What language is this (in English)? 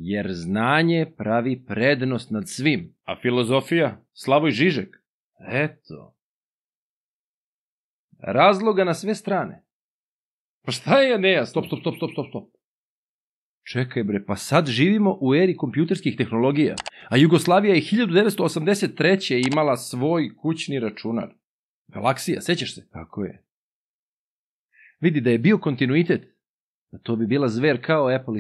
Serbian